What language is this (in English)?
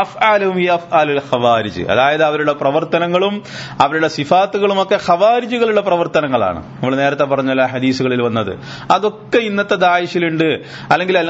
Malayalam